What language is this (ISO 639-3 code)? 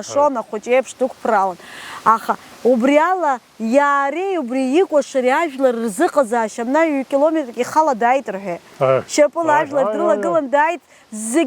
abk